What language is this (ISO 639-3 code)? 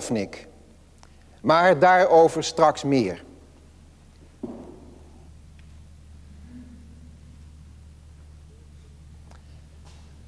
nld